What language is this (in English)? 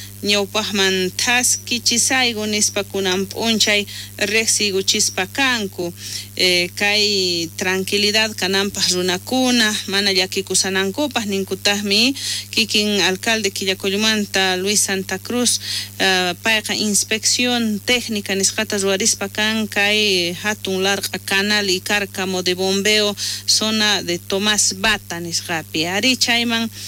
South Bolivian Quechua